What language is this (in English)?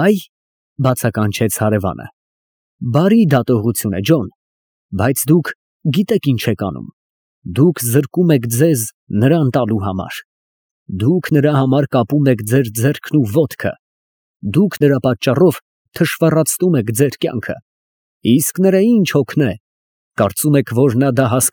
Armenian